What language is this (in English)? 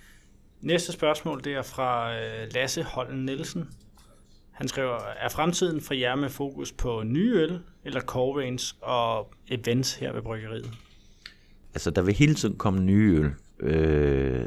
Danish